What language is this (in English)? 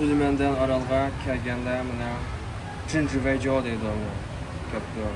Uyghur